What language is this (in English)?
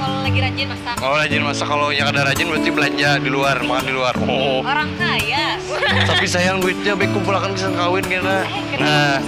Banjar